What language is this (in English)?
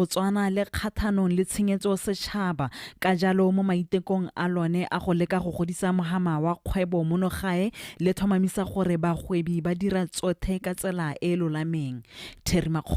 Tswana